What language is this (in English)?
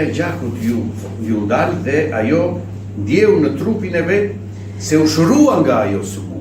Albanian